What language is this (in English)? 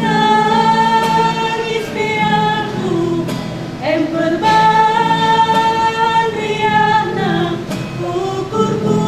Batak Karo